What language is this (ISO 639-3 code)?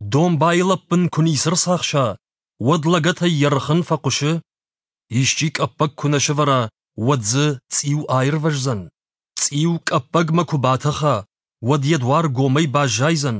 oss